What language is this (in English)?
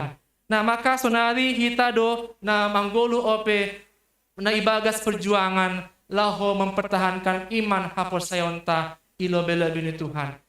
Batak Simalungun